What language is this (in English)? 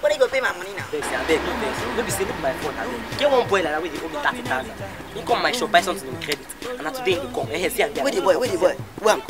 Nigerian Pidgin